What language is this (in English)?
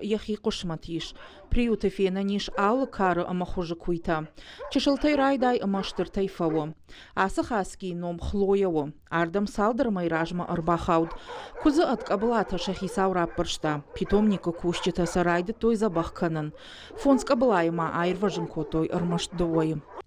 Ossetic